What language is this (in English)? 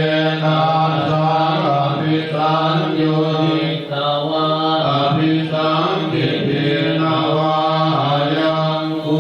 Pali